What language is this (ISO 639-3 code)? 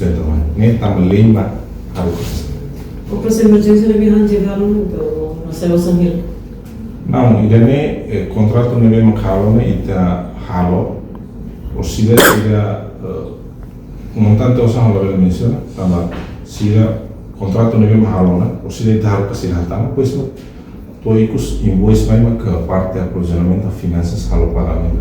tet